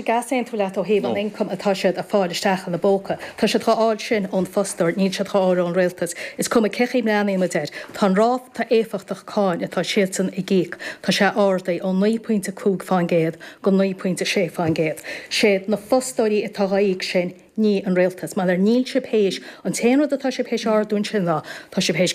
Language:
Irish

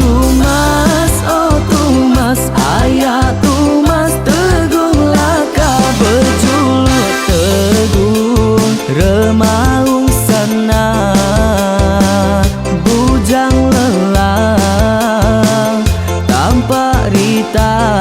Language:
Iban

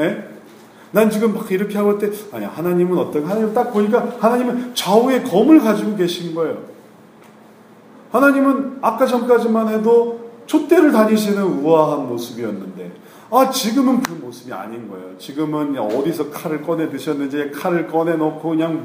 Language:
Korean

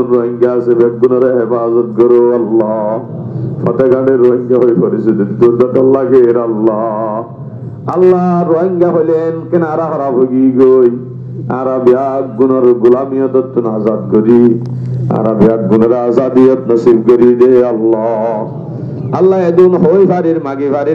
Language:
Rohingya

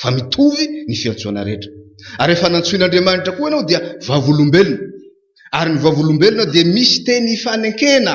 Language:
Malagasy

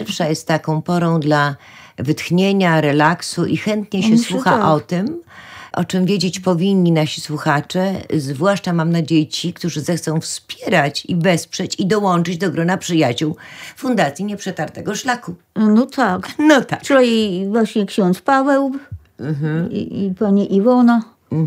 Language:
Polish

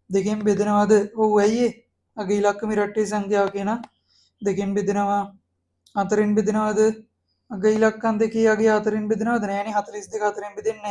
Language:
Sinhala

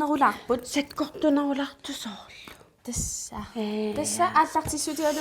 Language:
Kalaallisut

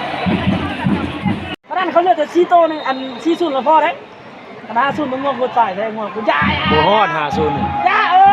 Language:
Lao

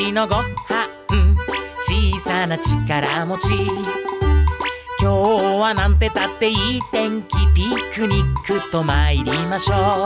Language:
Japanese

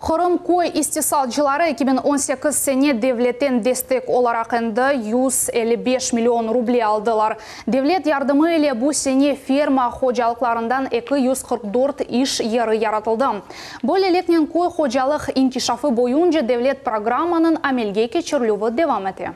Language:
Crimean Tatar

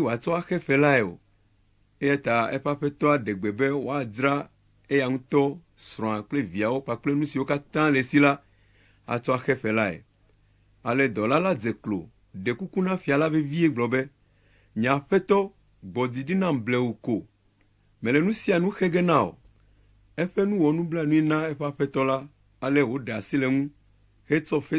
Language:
Ewe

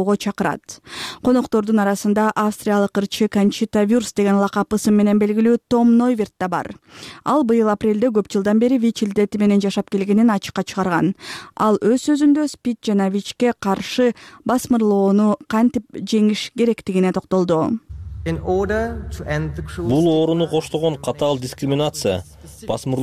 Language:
Kyrgyz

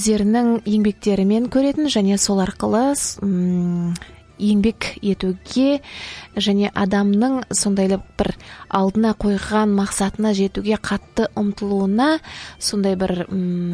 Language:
Kazakh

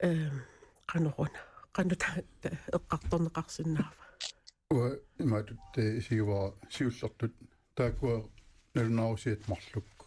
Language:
Kalaallisut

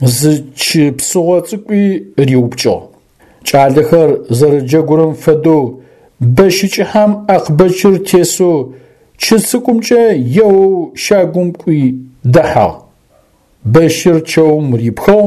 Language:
Adyghe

